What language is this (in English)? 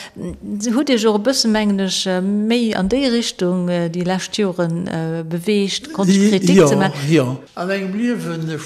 Luxembourgish